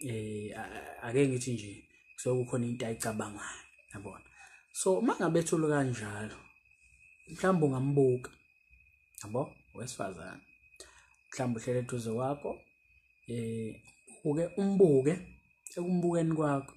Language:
Zulu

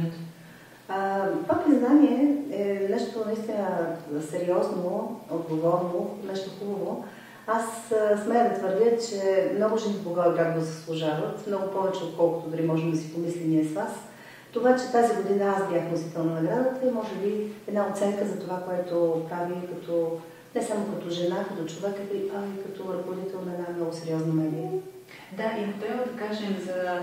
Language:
Bulgarian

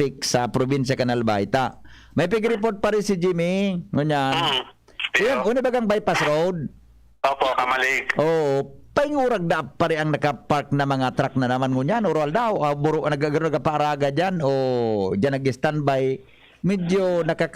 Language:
Bikol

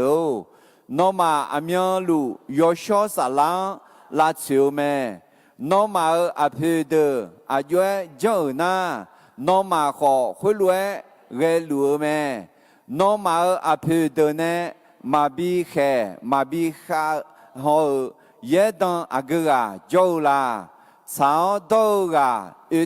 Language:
Akha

